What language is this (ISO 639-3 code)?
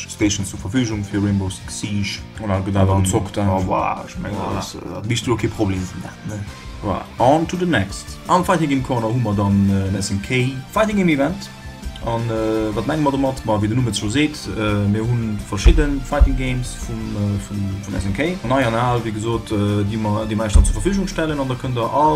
ltz